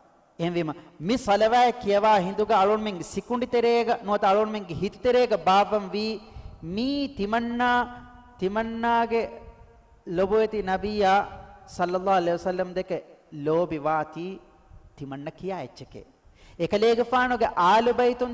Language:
Divehi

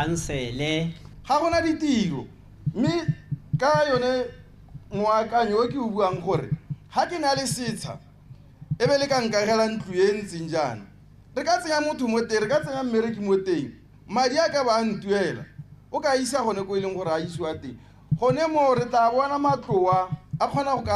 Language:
Tswana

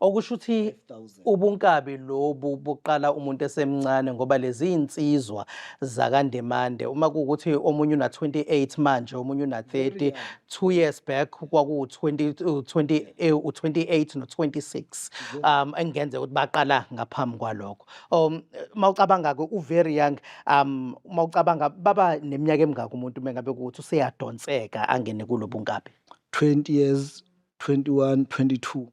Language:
Zulu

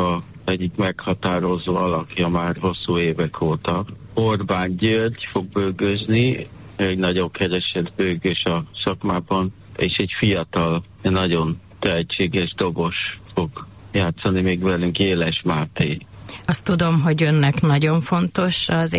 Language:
Hungarian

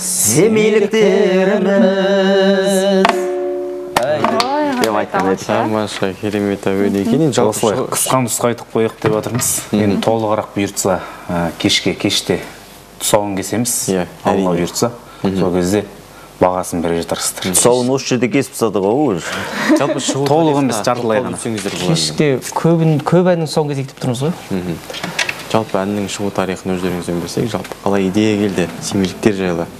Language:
Kazakh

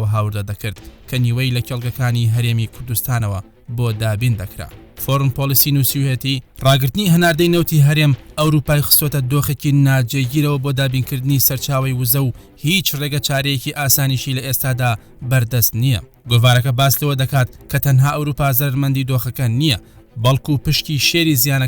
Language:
Central Kurdish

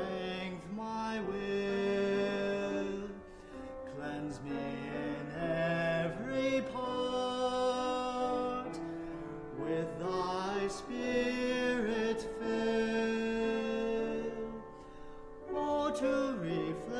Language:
English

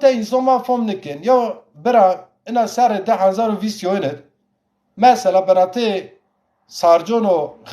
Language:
Zaza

